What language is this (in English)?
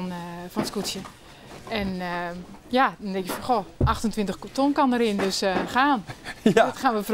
Western Frisian